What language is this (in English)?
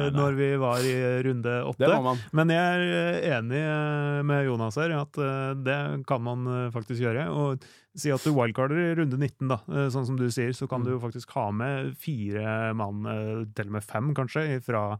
Norwegian